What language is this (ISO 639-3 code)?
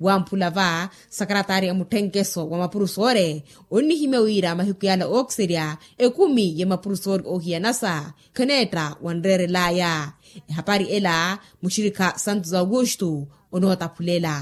vmw